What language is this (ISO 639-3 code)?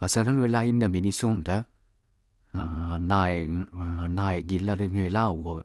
sin